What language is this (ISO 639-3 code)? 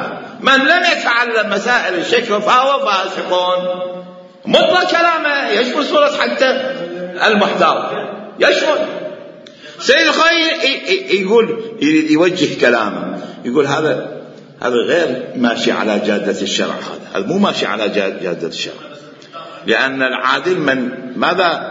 acm